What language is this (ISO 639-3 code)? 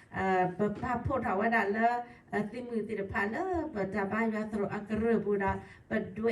ksw